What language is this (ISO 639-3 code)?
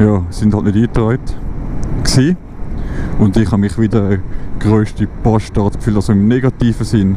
gsw